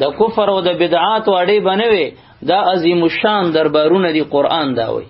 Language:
Pashto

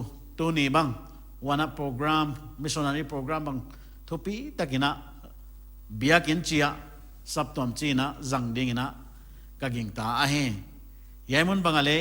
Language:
Paite Chin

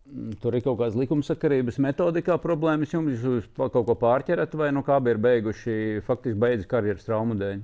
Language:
Latvian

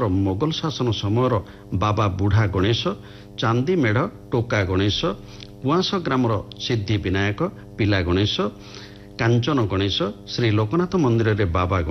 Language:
Odia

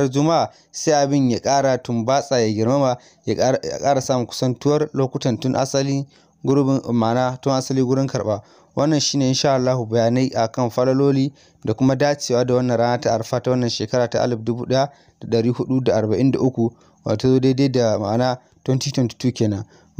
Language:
Hausa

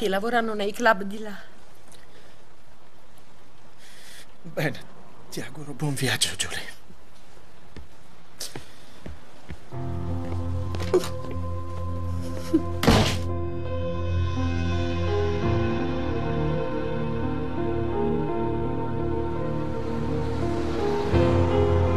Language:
Italian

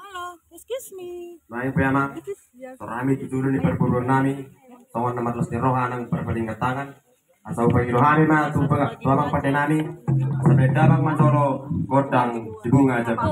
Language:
Batak Toba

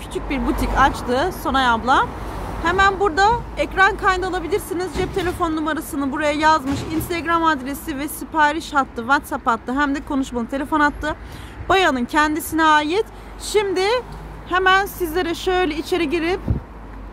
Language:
Turkish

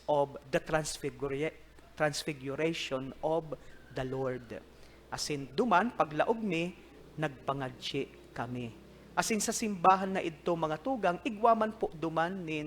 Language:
Bikol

